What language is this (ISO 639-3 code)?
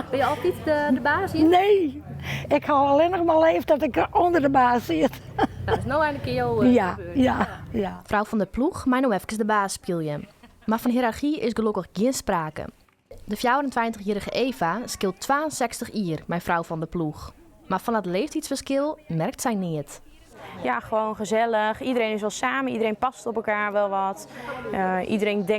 fry